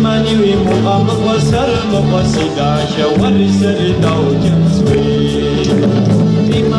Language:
Kabardian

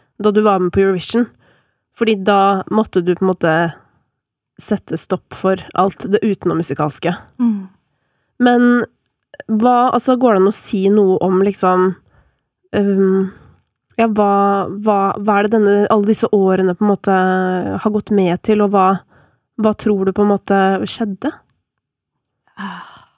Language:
Norwegian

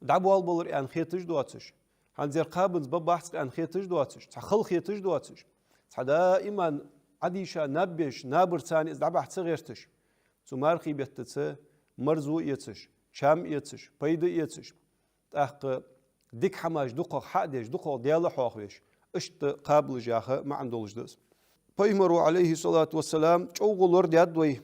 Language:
Ingush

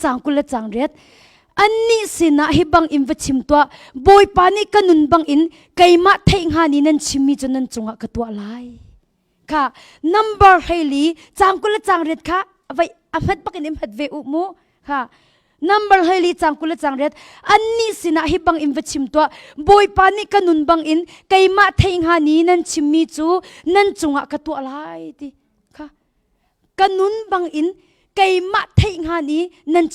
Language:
Hakha Chin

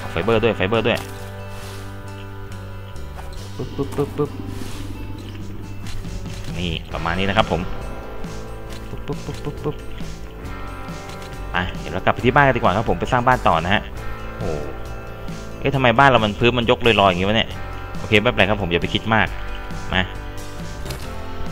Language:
Thai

